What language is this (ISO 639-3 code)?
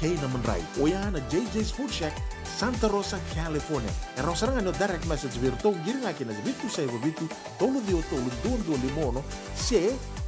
fij